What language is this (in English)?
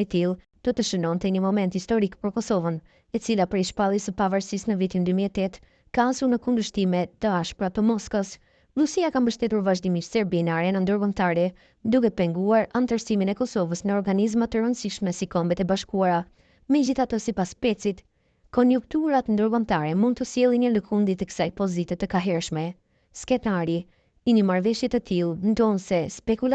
Albanian